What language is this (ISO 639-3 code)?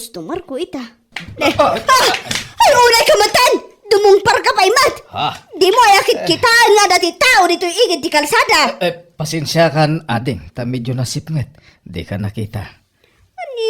ilo